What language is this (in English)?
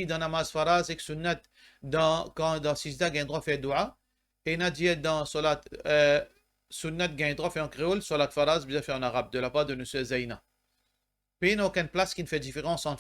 Morisyen